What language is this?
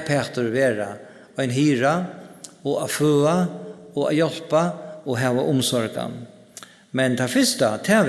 Faroese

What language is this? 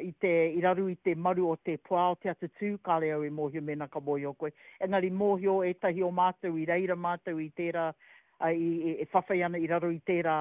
Māori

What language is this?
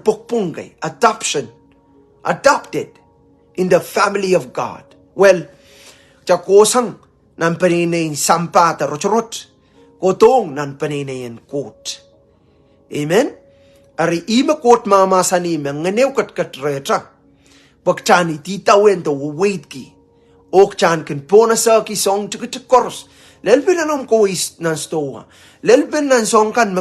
Pohnpeian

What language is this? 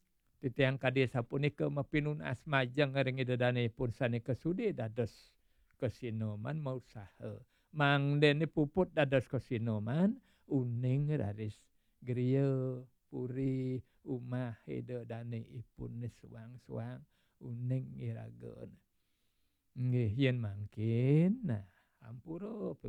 Balinese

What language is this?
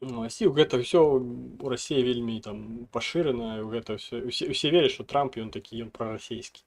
Belarusian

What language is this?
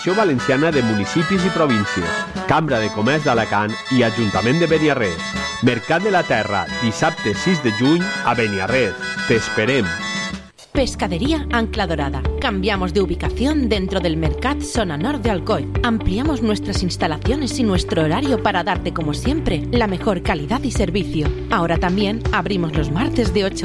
Catalan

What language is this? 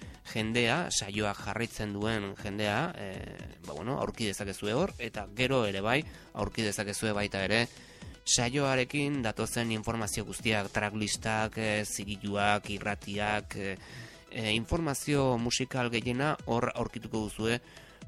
Basque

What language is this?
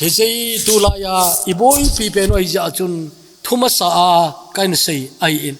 Thado Chin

